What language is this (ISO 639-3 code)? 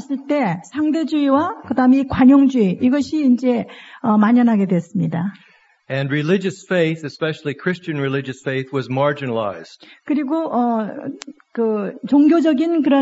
kor